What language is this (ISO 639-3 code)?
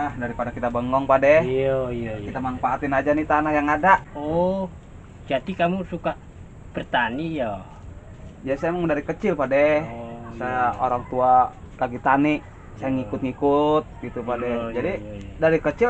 bew